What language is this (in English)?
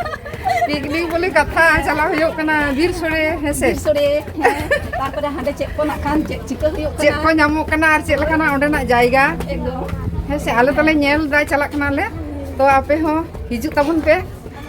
Santali